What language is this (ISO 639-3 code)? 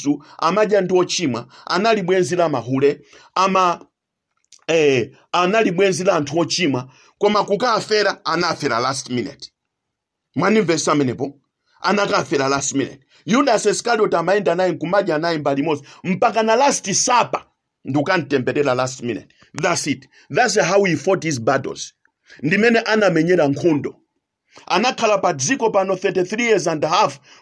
nya